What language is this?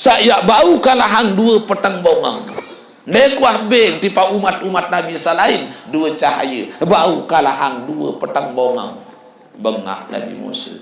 Sasak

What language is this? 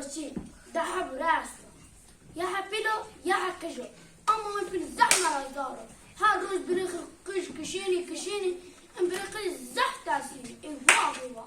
Zaza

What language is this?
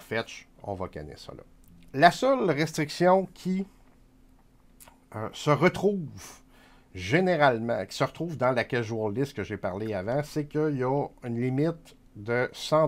French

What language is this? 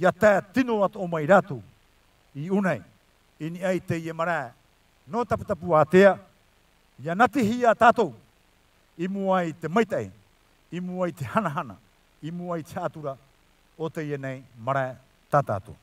Tahitian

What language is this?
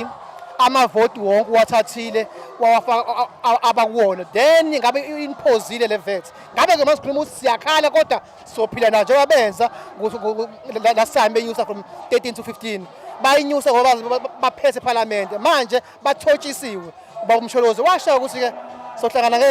Zulu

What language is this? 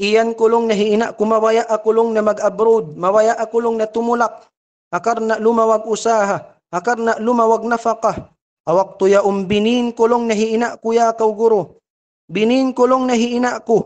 Tausug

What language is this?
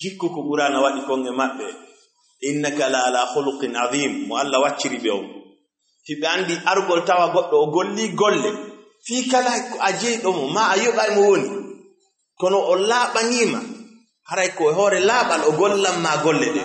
Fula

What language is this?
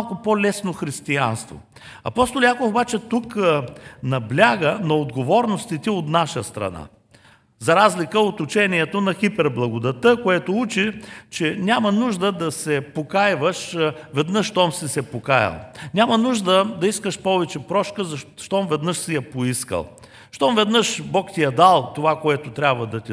Bulgarian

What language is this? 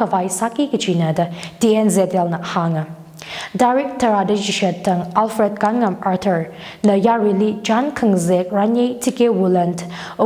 Tangkhul Naga (India)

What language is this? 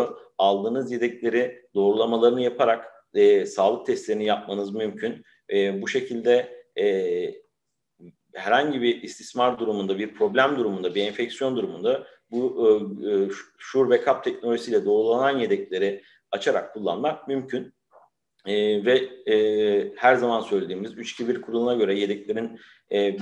Turkish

